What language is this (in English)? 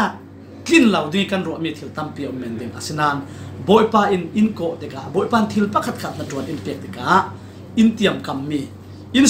Falam Chin